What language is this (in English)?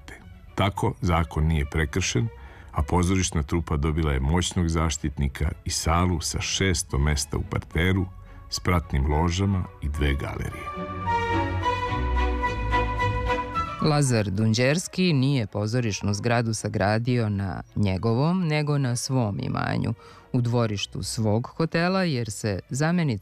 Serbian